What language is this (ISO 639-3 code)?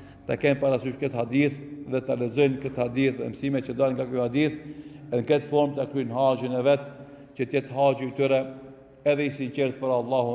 sqi